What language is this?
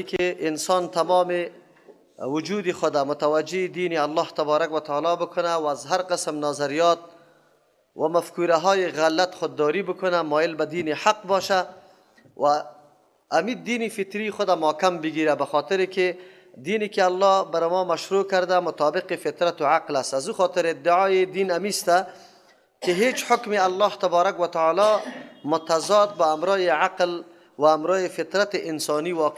Persian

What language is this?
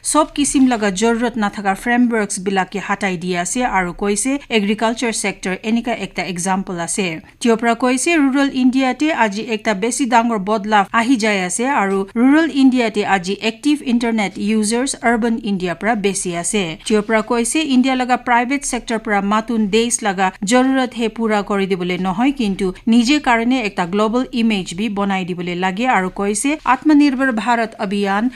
Naga Pidgin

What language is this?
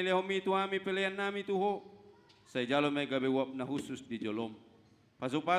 Batak Toba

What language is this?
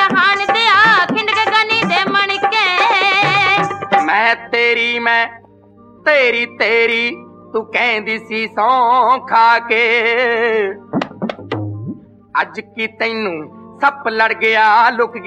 Punjabi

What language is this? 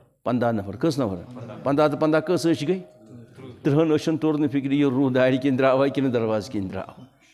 Kashmiri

